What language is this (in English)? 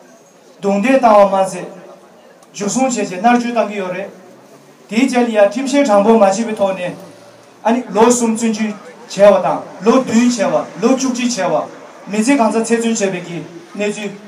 Tibetan